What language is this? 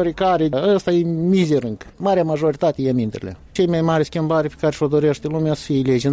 Romanian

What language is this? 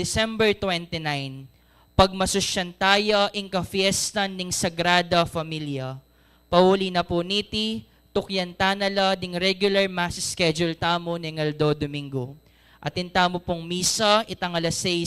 Pampanga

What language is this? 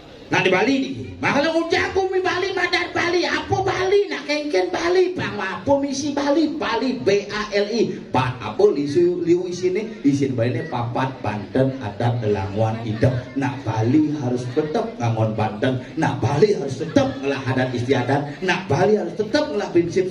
Balinese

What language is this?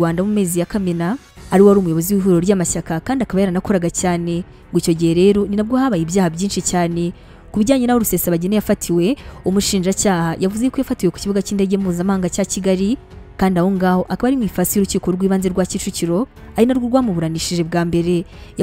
Kinyarwanda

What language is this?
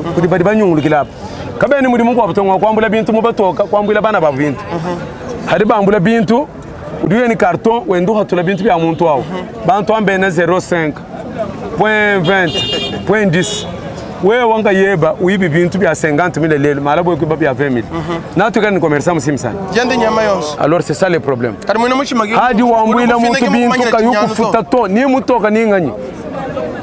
Luba-Lulua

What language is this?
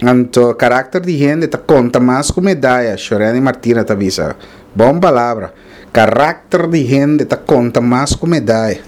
Papiamento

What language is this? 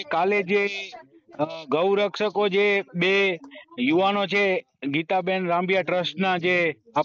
Gujarati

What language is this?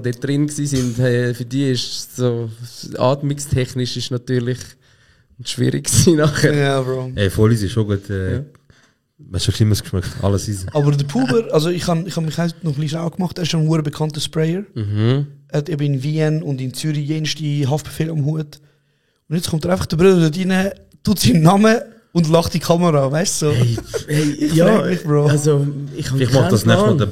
Swiss German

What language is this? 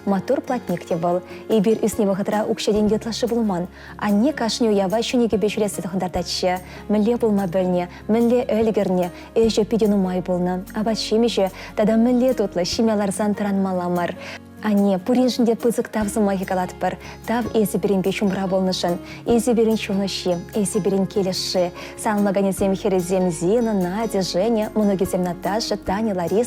Chuvash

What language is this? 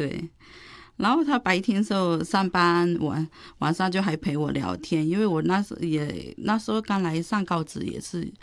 Chinese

